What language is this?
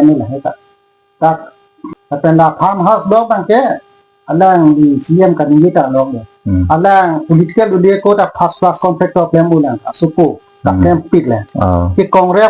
Karbi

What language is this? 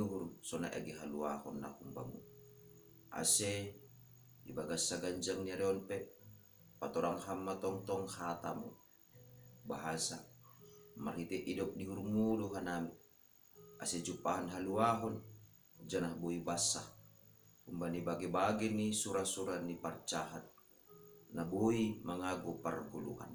Batak Simalungun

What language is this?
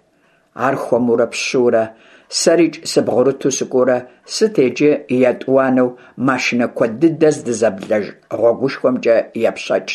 Kabardian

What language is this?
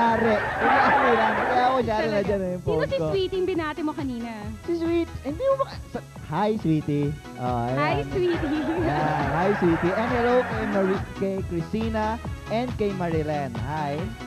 Filipino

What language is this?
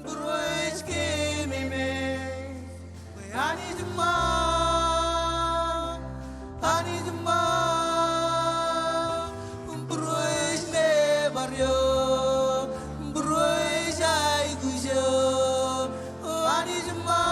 Marshallese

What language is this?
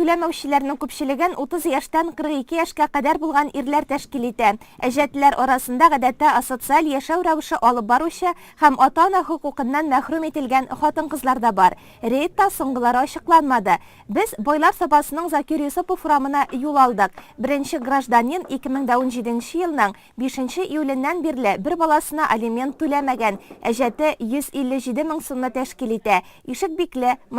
Tatar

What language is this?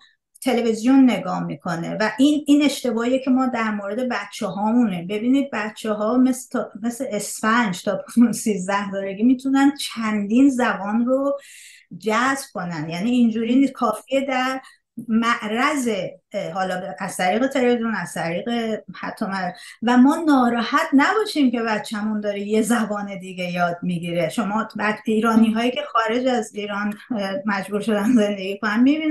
Persian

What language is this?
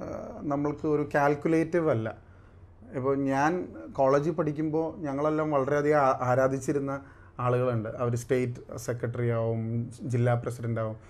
Malayalam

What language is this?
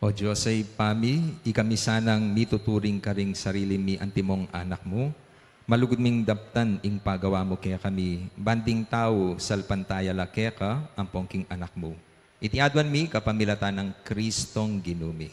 Pampanga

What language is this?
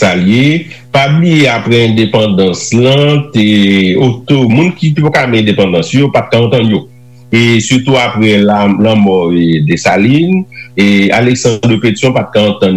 Haitian Creole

